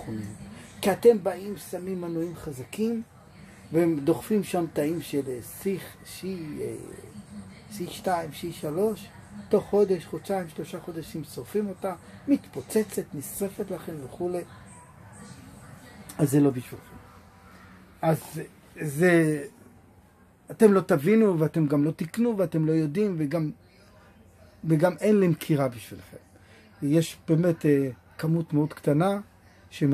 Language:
Hebrew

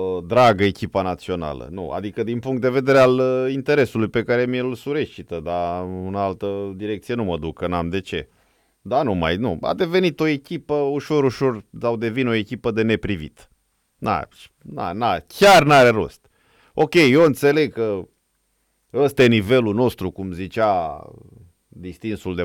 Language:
Romanian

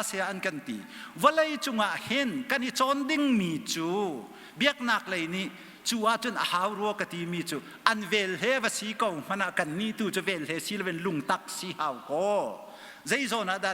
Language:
Hakha Chin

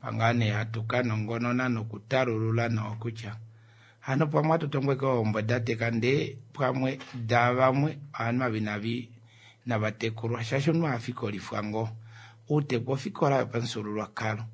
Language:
Kuanyama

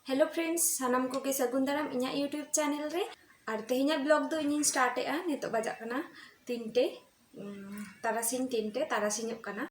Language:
Santali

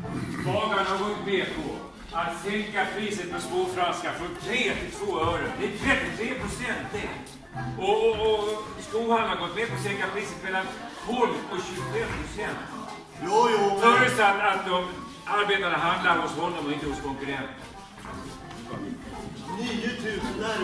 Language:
Swedish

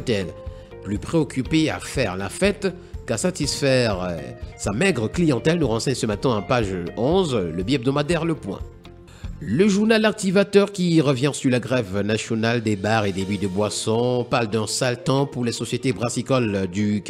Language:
French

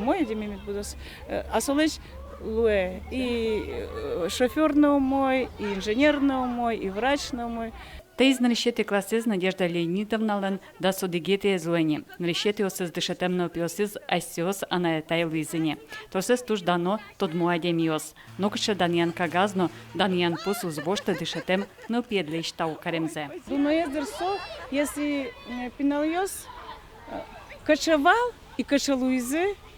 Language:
Udmurt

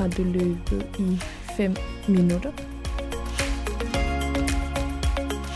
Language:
Danish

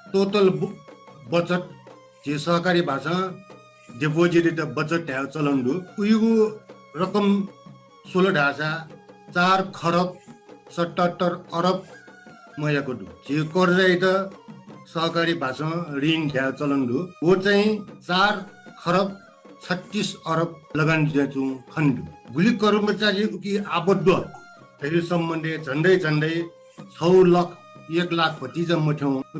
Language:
Newari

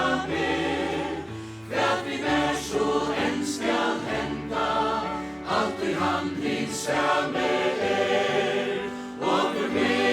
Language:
Faroese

